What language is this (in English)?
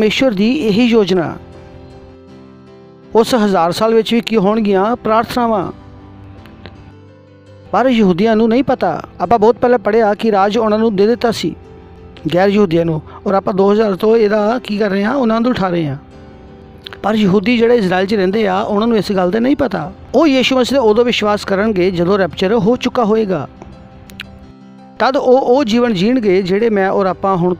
Punjabi